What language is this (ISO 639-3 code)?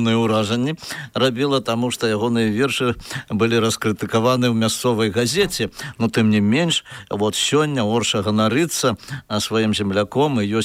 bel